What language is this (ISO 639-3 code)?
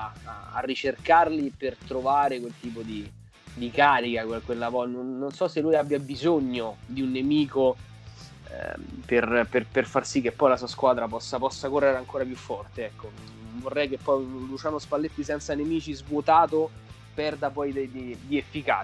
ita